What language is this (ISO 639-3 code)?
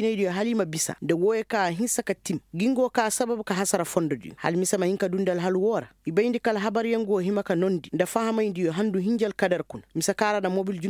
ses